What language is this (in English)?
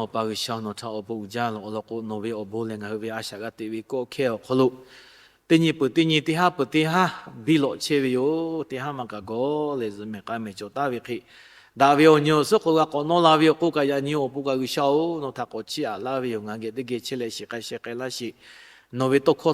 Lahu